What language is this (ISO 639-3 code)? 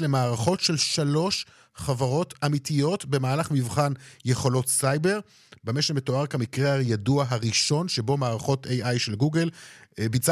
heb